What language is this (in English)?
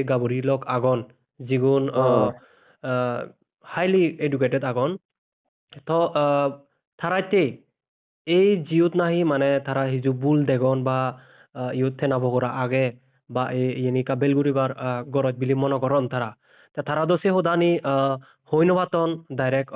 Chakma